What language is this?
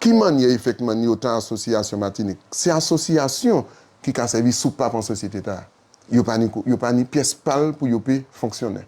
Guadeloupean Creole French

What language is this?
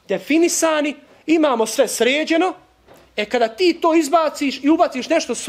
Bosnian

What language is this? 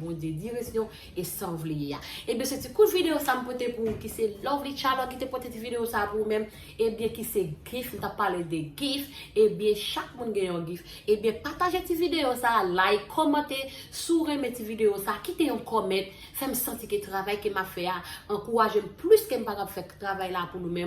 Haitian Creole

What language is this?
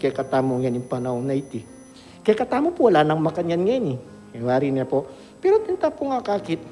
Pampanga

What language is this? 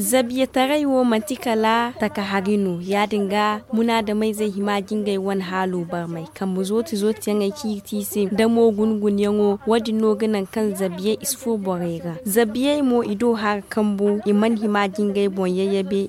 Zarma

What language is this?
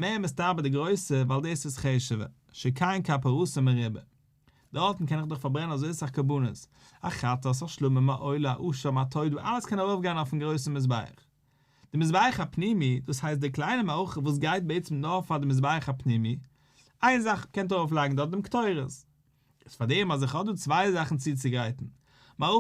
Yiddish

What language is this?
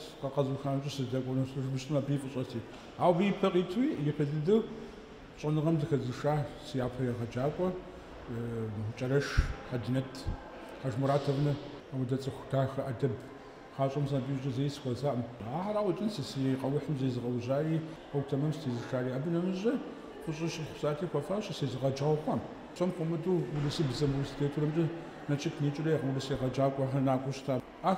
Kabardian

